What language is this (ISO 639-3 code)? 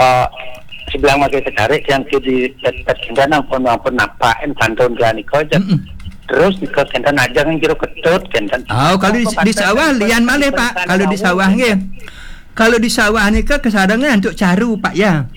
ban